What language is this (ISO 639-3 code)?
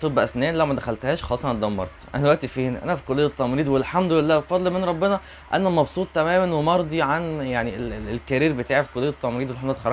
arz